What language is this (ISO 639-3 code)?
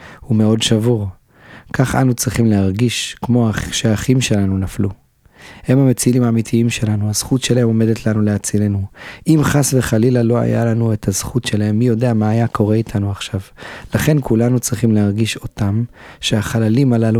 heb